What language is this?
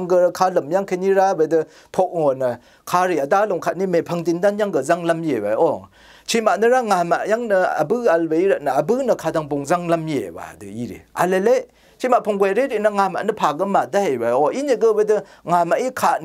Rawang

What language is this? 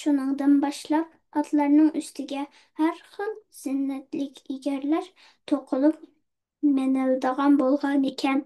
Uyghur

